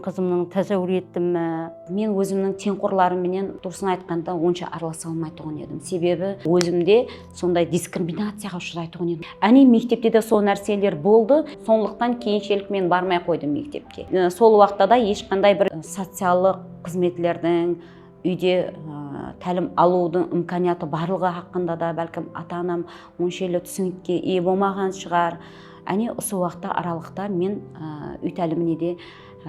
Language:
Kara-Kalpak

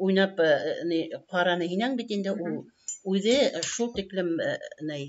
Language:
Bashkir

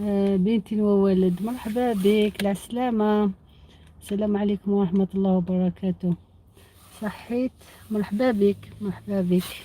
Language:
Algerian Arabic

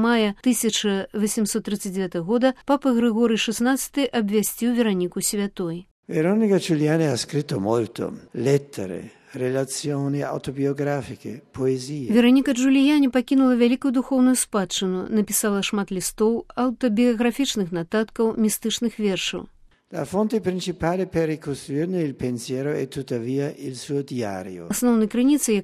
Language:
Belarusian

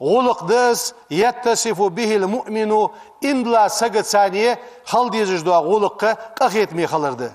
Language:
Ingush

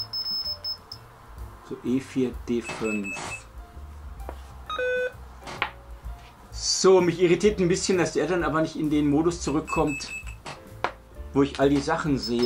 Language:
German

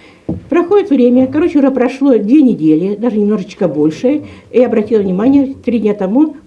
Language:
Russian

